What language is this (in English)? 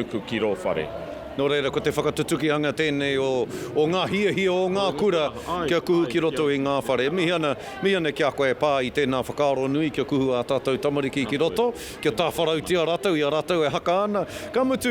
Māori